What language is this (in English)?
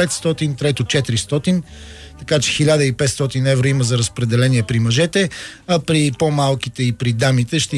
Bulgarian